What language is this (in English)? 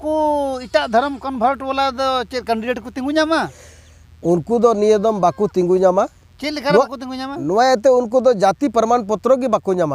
Santali